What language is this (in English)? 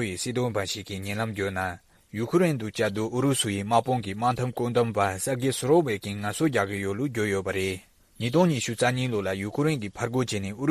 Tibetan